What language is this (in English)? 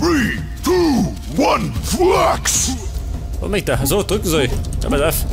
Bavarian